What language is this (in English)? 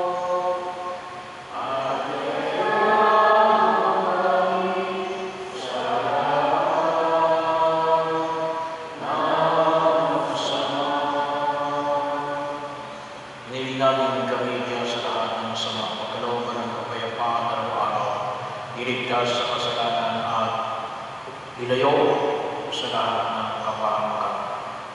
Filipino